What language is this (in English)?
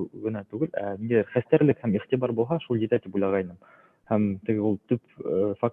Bashkir